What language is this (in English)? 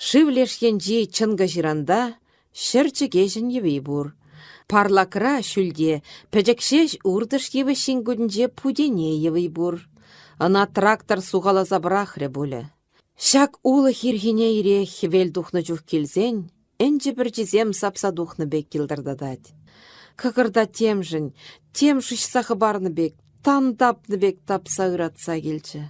Chuvash